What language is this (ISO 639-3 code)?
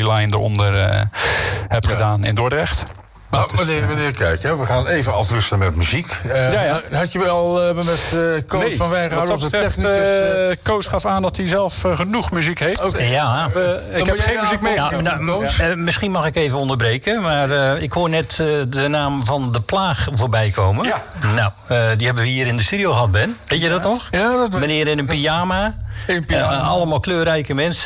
nld